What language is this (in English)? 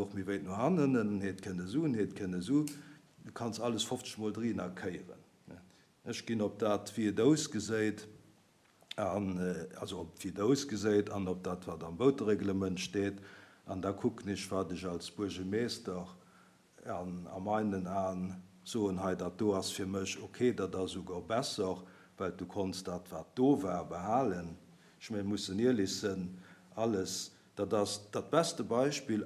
Luxembourgish